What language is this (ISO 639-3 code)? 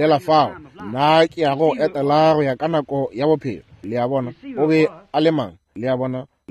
nso